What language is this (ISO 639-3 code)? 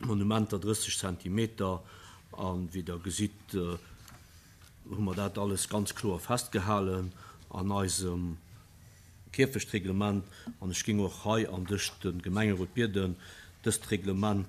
ltz